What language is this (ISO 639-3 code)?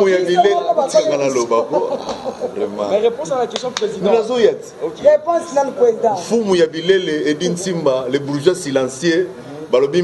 lin